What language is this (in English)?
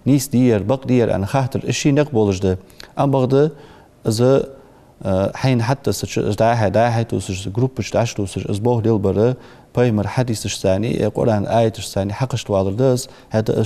Ingush